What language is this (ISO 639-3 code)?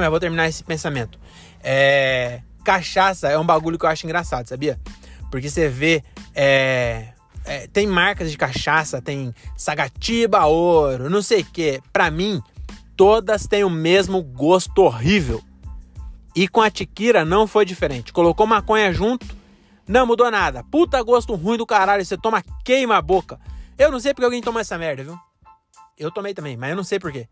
por